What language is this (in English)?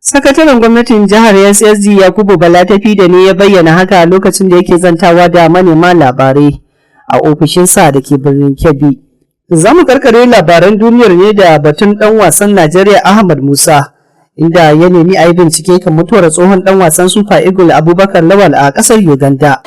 Hausa